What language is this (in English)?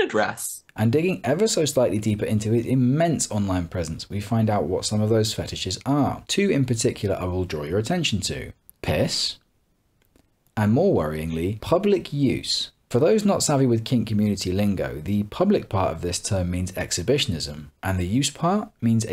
English